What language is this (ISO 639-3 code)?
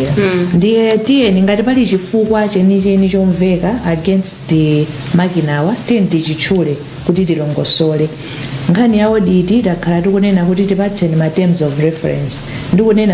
nya